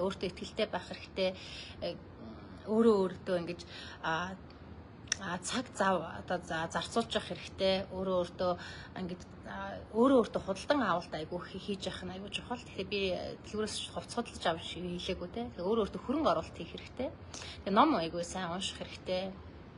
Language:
Mongolian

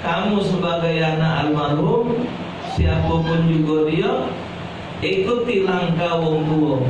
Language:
Musi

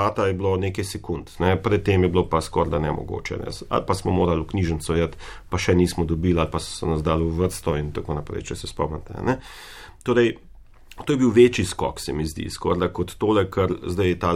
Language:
Slovenian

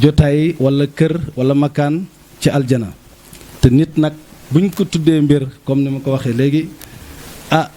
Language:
Wolof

